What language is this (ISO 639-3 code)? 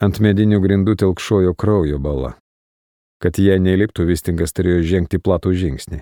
lit